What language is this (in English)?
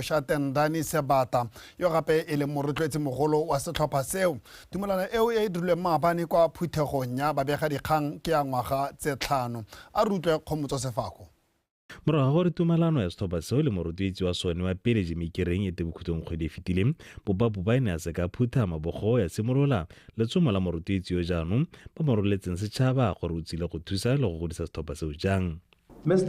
Tswana